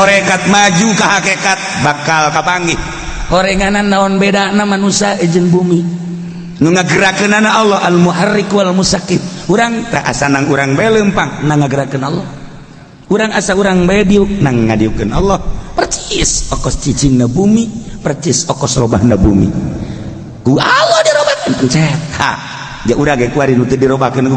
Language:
Sundanese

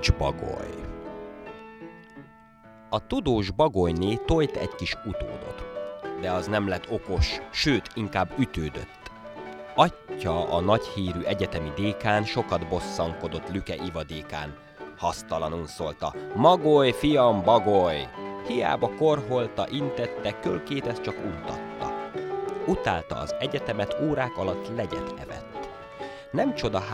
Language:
Hungarian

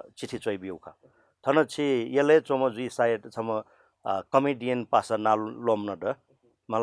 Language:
Newari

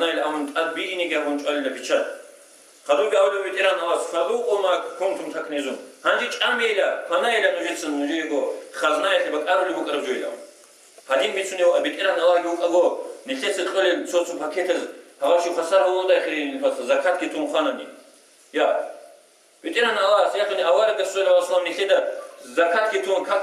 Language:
Avaric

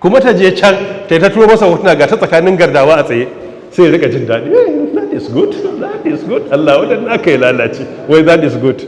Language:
Hausa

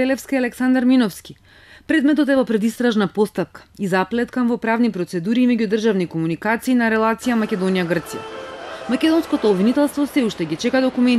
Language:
Macedonian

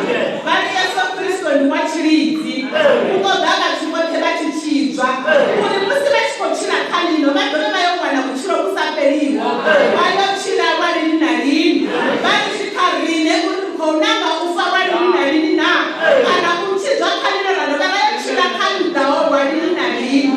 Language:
Venda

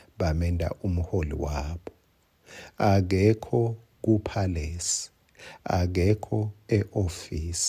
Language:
Swati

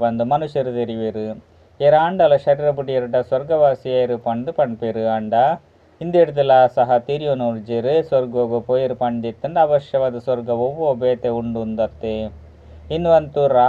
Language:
Tulu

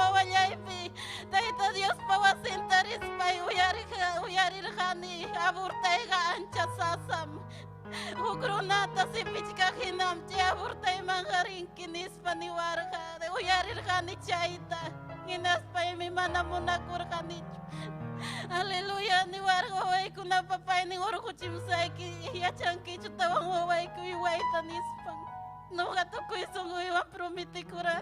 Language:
Ayacucho Quechua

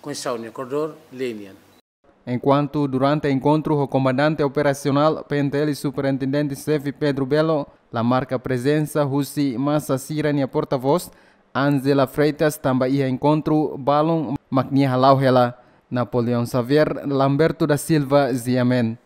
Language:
Tetum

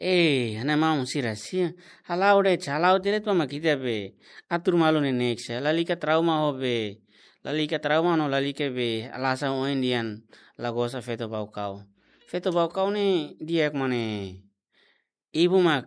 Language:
Tetum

